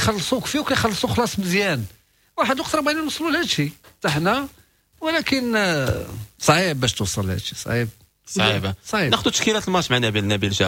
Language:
Moroccan Arabic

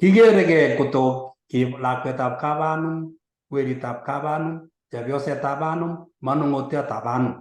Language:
Kalenjin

